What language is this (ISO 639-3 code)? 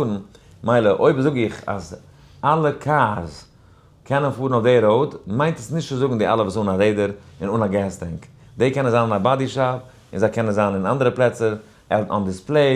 yid